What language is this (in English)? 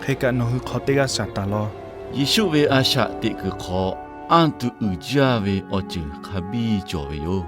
Lahu